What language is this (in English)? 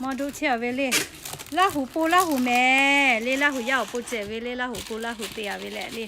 Lahu